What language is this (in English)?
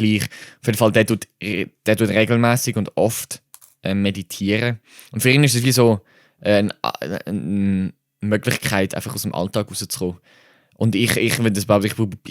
Swiss German